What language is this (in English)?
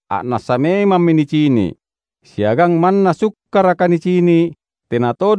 Makasar